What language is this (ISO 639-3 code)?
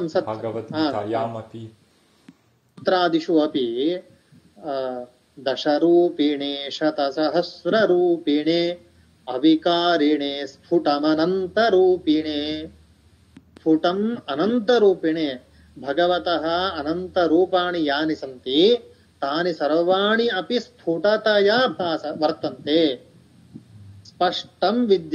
san